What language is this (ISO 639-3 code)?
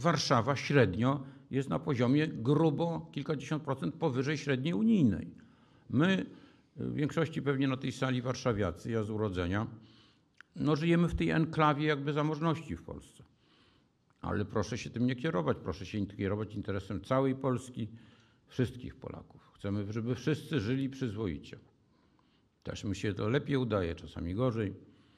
pol